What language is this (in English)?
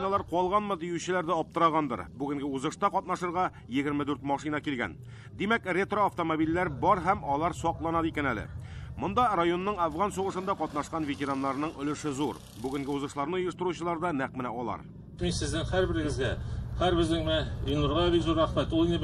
Tatar